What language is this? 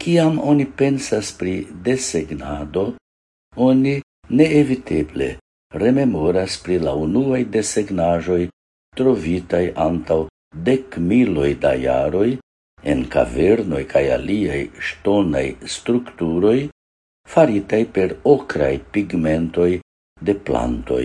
Esperanto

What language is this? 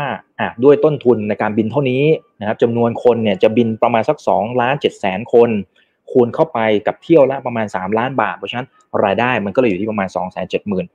Thai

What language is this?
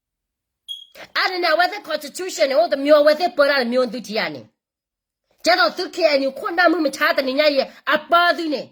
S'gaw Karen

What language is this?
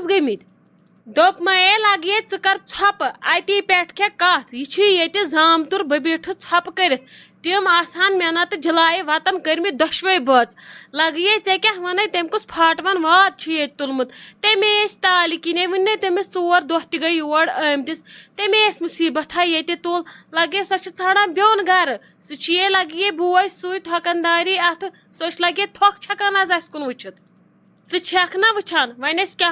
Kashmiri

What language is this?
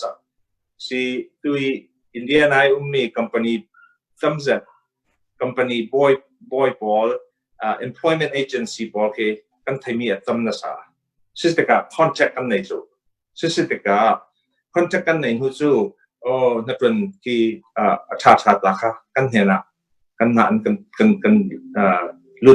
Hakha Chin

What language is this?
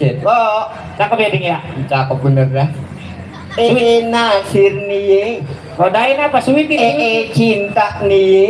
Betawi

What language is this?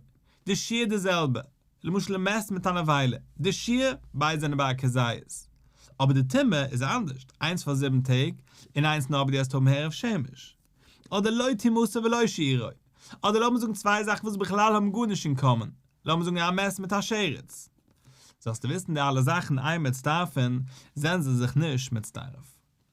Yiddish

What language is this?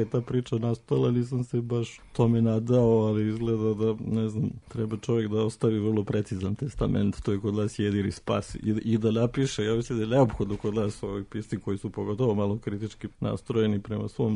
Serbian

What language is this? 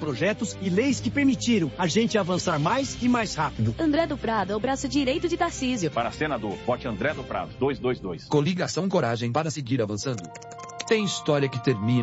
Portuguese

